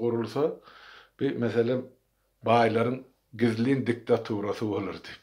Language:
Turkmen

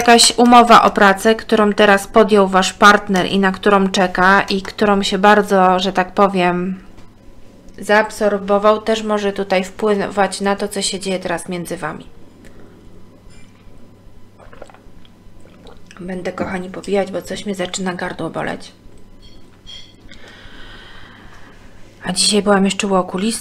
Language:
Polish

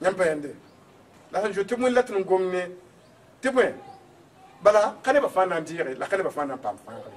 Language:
Mossi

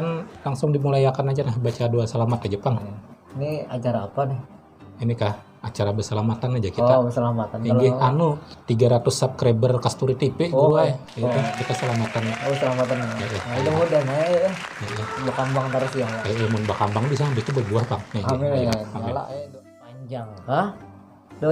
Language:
Banjar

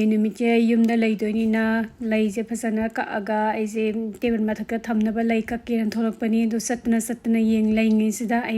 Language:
Manipuri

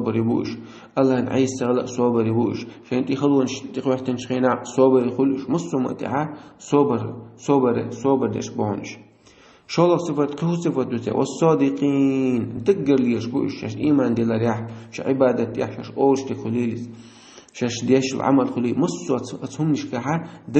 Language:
Chechen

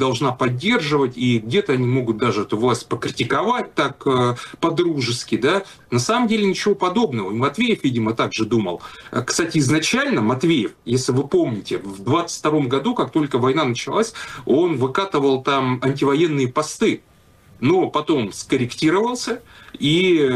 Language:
Russian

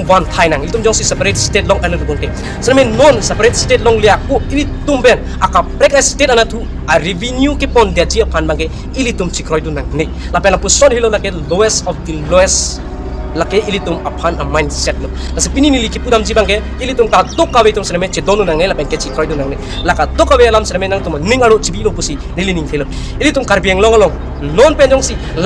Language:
Karbi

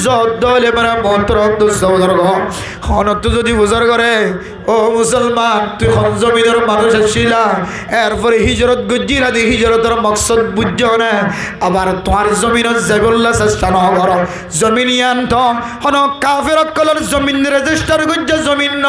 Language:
Rohingya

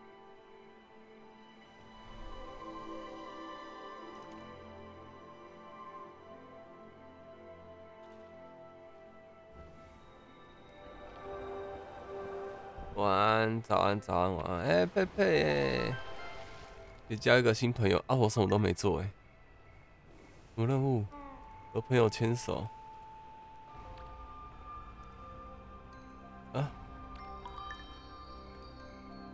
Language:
Chinese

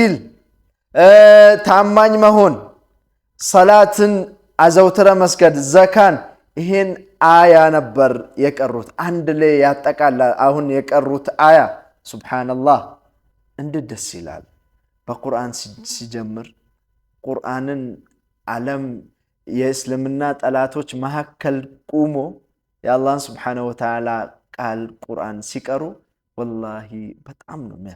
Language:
Amharic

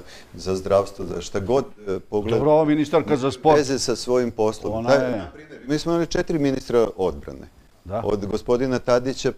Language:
Serbian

